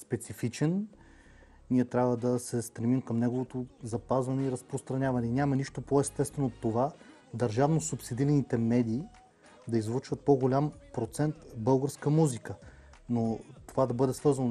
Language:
Bulgarian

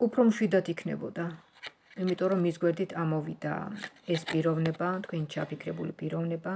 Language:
Georgian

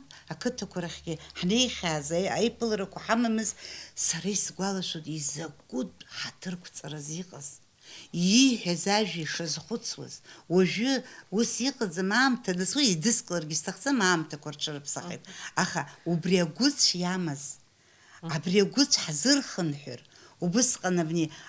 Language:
Abkhazian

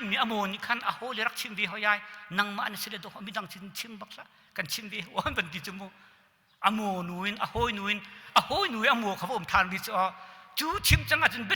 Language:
Hakha Chin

